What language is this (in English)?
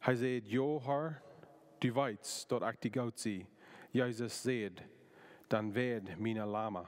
Plautdietsch